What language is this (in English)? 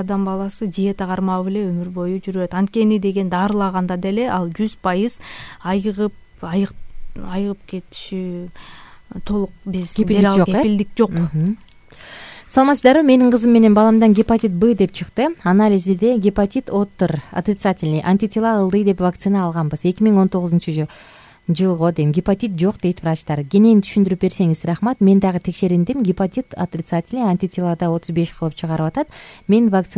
Kyrgyz